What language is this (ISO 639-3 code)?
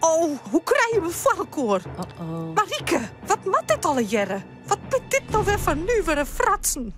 fry